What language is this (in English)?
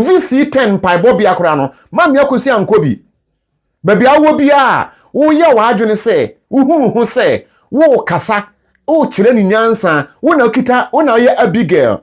Akan